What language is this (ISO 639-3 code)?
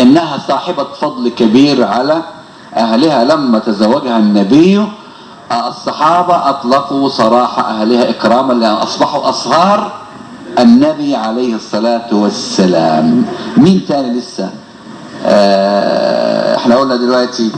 arz